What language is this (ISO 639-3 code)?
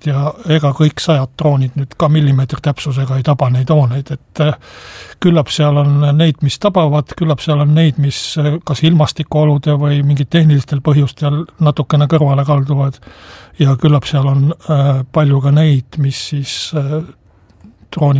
est